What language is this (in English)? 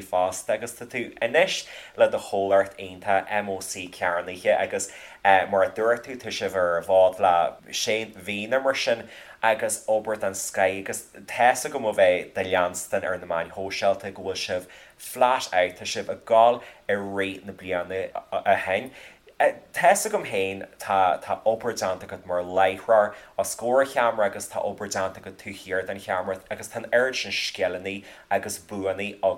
Irish